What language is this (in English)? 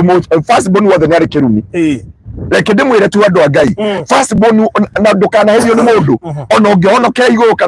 Kikuyu